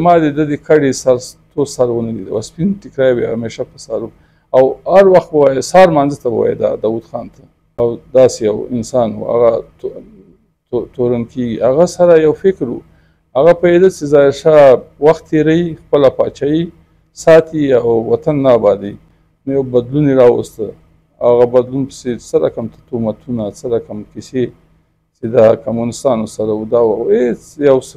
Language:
Pashto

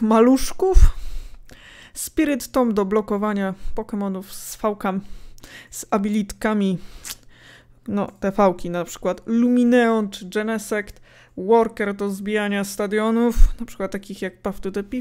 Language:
Polish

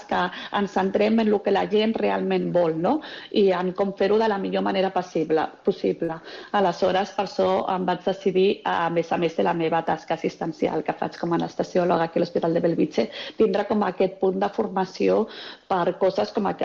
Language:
Catalan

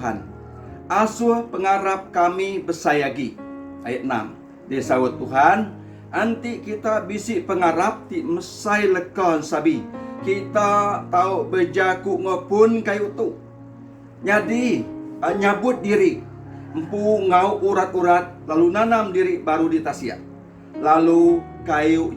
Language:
Iban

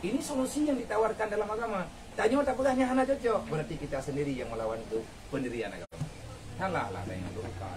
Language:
Achinese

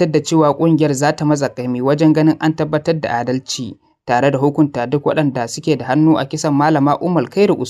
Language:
Hausa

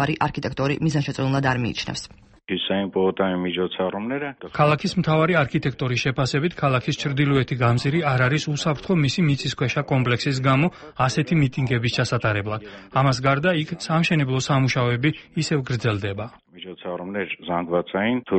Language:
Georgian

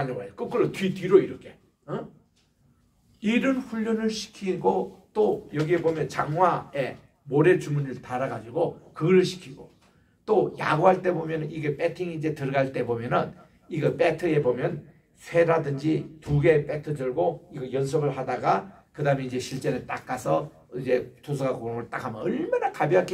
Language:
Korean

